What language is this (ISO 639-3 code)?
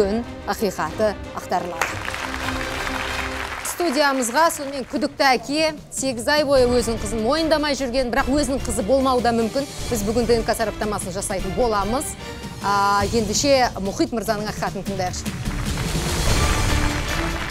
kaz